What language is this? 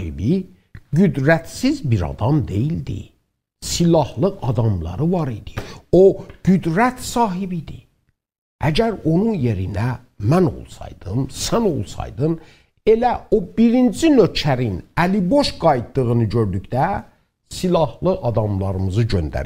South Azerbaijani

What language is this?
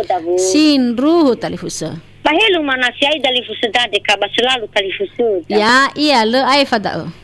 Nias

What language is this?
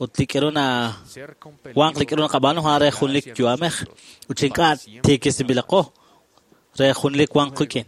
Kekchí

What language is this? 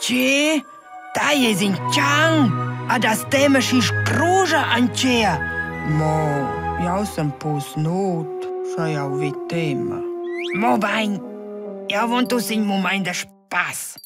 Romansh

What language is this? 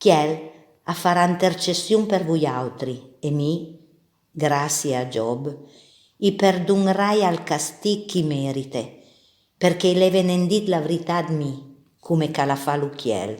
Piedmontese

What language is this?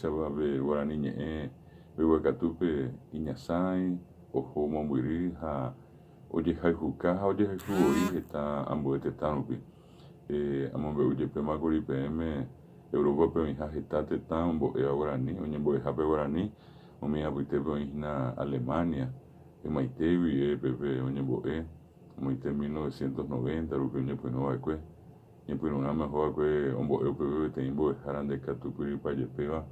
Guarani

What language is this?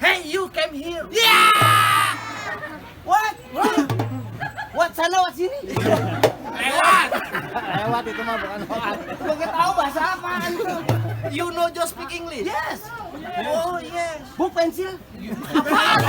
Betawi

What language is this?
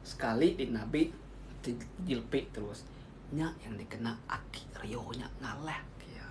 Iban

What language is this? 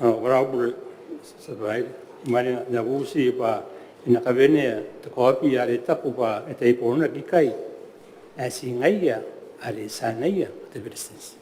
Gilbertese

